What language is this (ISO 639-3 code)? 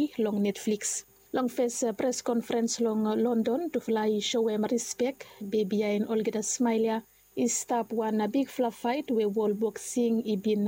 bis